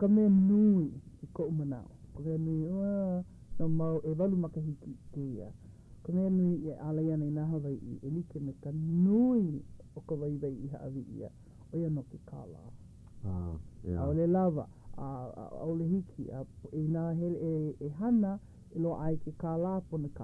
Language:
Hawaiian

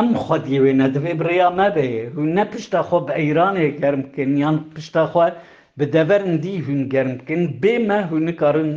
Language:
Kurdish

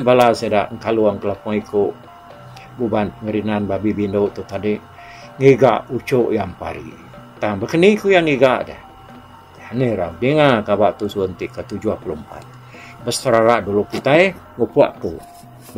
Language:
Iban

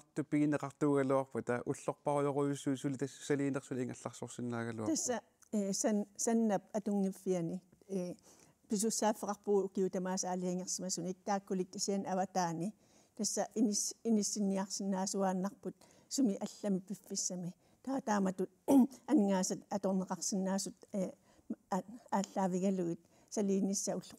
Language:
Kalaallisut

